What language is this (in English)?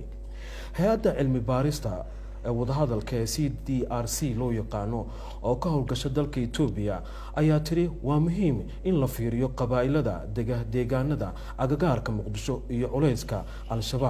Somali